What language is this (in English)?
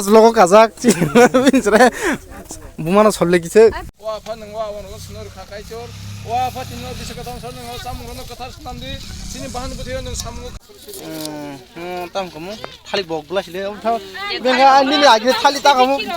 Kok Borok